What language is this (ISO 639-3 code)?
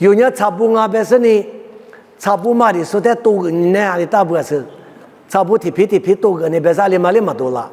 lis